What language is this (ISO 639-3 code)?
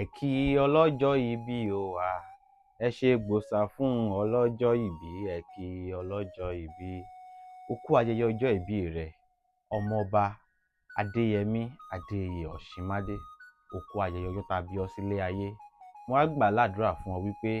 yor